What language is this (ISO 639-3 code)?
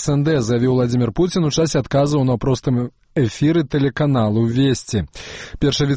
bel